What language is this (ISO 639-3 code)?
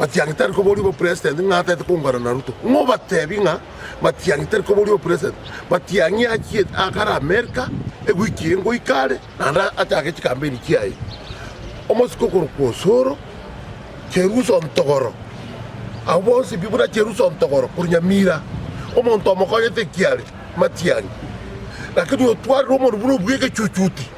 guz